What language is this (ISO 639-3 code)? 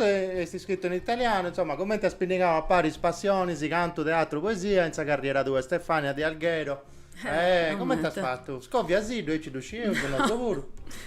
srd